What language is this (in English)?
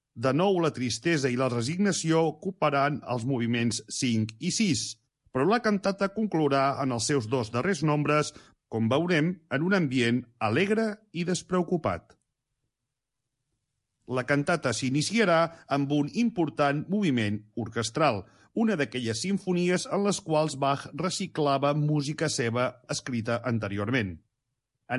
Catalan